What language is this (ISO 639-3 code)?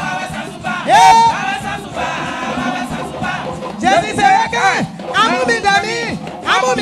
bci